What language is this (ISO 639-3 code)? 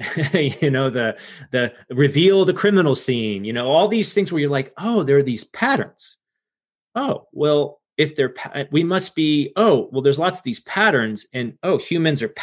eng